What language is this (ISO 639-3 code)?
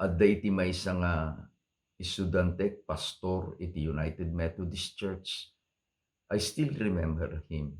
ilo